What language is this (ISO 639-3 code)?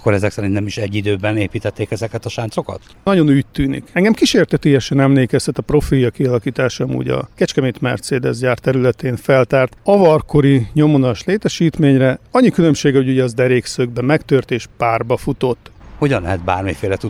hun